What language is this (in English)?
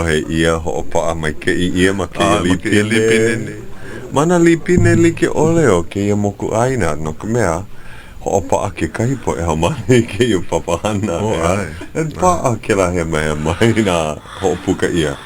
Hawaiian